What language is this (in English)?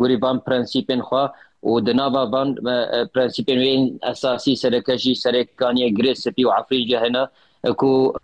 Kurdish